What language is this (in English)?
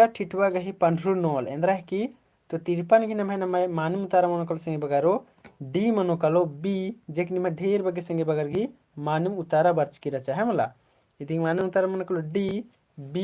Kurukh